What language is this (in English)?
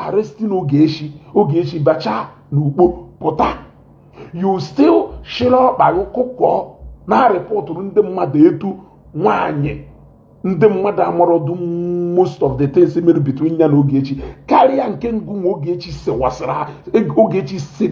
Igbo